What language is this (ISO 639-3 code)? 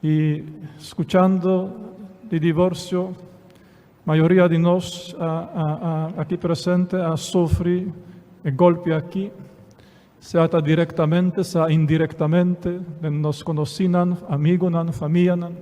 pap